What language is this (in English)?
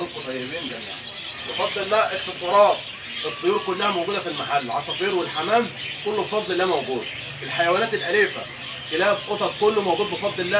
Egyptian Arabic